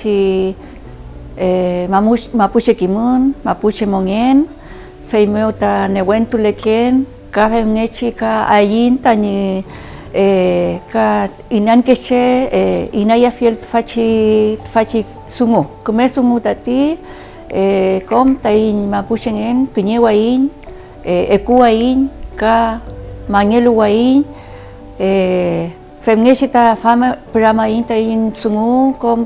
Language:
Mapuche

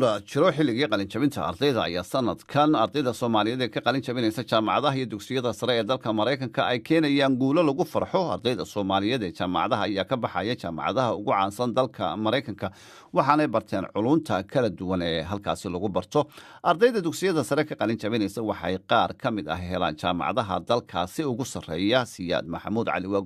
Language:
Somali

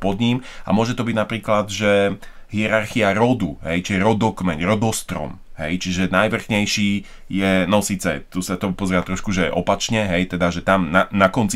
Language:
Slovak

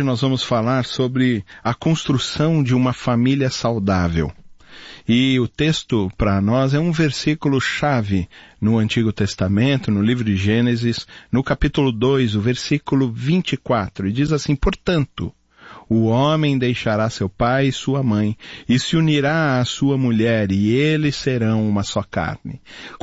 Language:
Portuguese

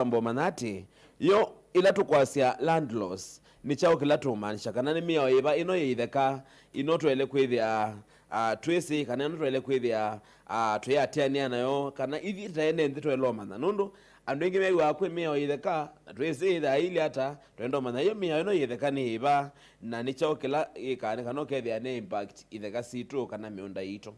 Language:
Kamba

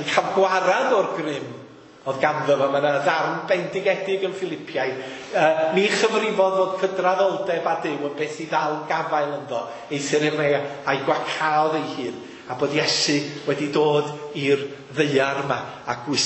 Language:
Welsh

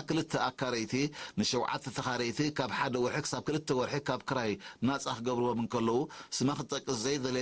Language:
Tigrinya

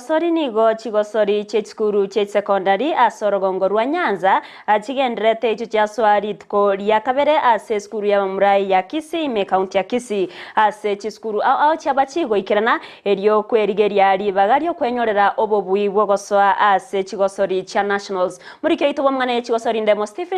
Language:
Gusii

